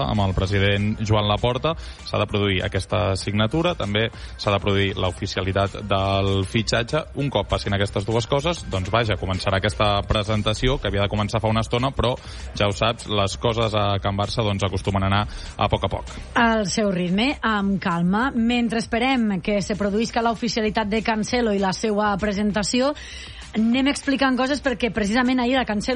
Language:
Catalan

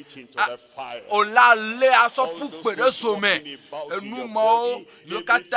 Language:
Ewe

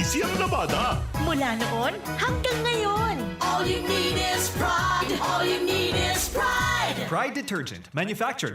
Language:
Bikol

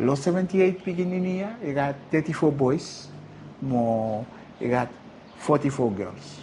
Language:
Bislama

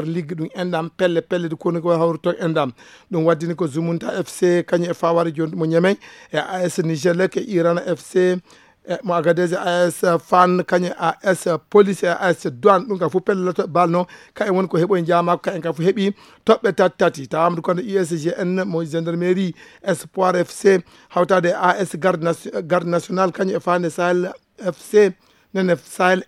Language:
Fula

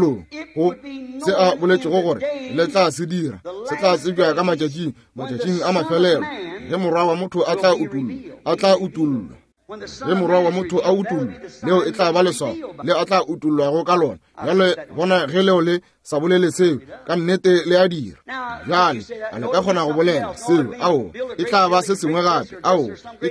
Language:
Northern Sotho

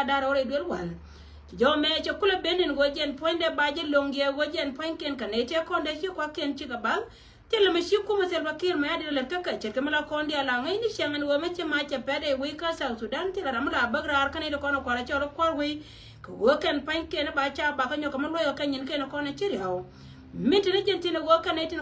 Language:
Nuer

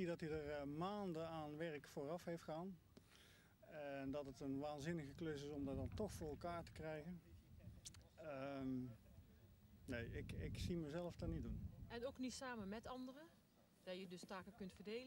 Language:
Dutch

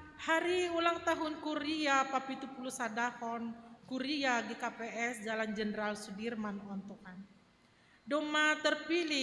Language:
Batak Simalungun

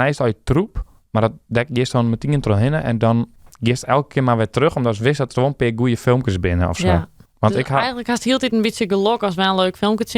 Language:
Western Frisian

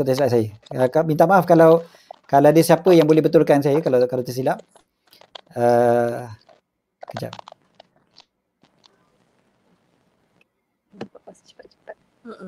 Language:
Malay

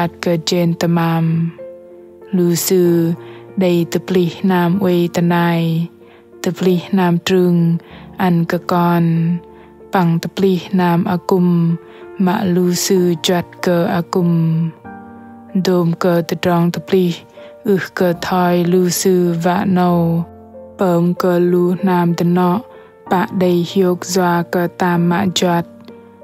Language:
Bahnar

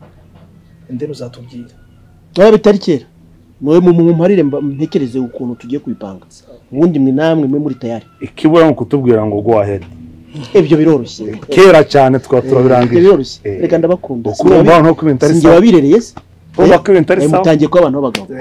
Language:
Kinyarwanda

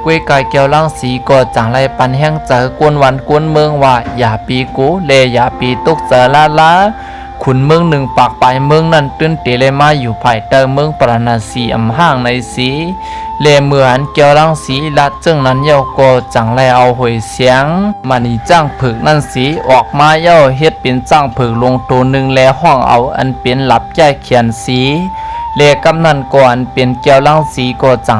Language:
Shan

